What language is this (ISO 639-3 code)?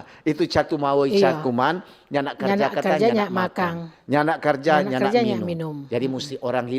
xmm